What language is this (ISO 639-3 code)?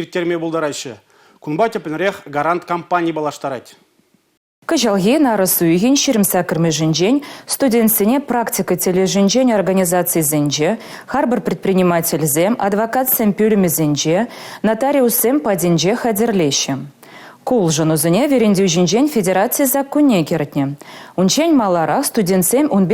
chv